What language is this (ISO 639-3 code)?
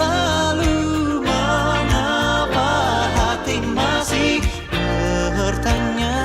nia